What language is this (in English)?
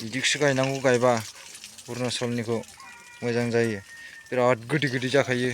Bodo